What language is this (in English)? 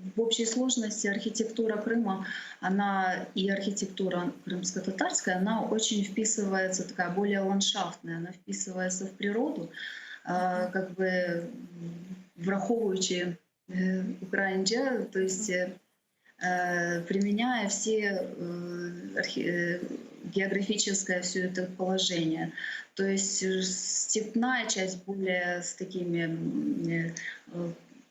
Crimean Tatar